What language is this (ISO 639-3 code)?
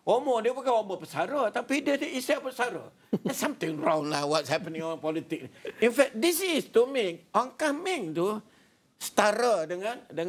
msa